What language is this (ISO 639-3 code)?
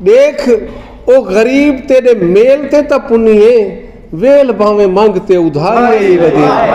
skr